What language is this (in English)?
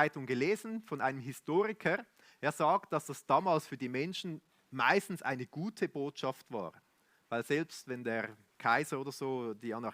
Swiss German